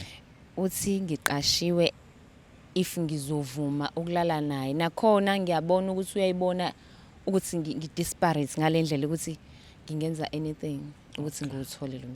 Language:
Zulu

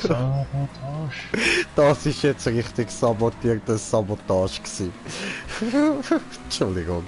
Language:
Swiss German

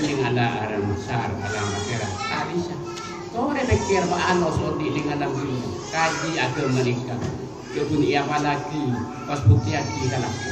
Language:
Madurese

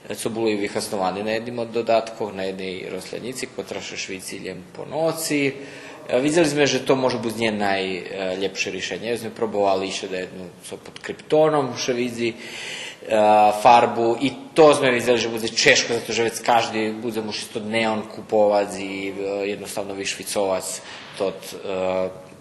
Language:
Rusyn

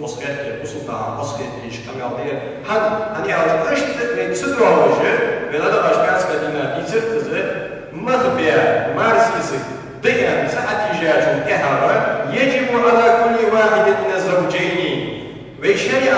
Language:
Ingush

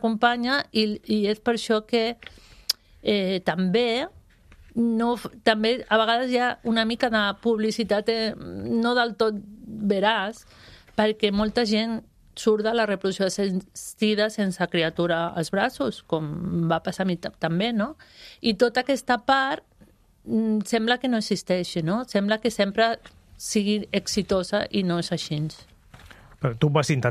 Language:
Catalan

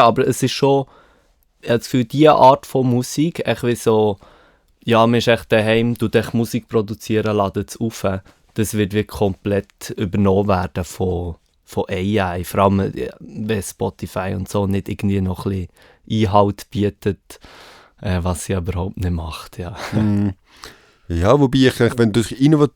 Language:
Swiss German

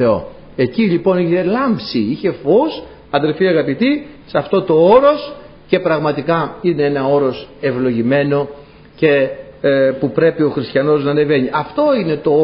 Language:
Greek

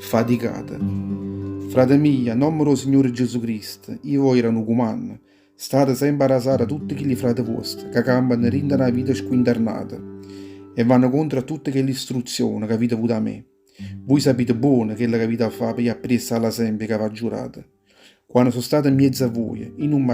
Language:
Neapolitan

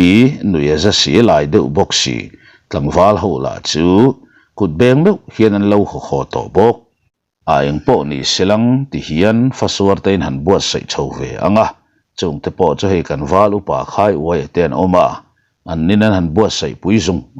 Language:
Mizo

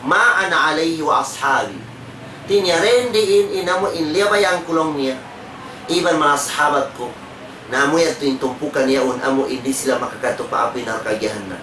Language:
Tausug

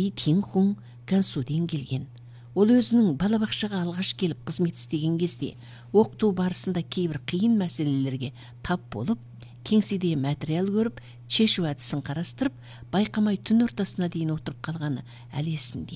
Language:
Kazakh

